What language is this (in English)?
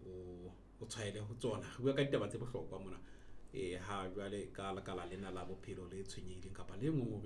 Southern Sotho